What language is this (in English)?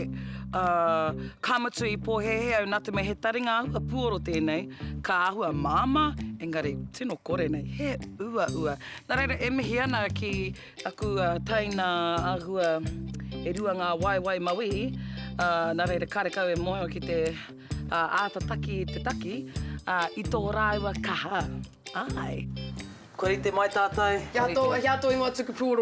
Māori